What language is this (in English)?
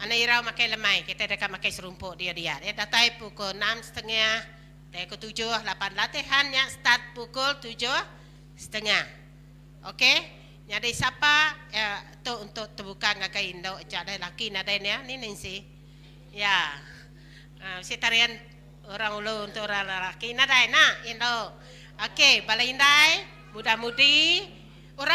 Iban